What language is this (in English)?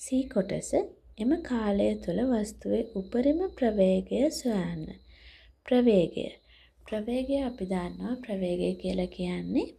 Sinhala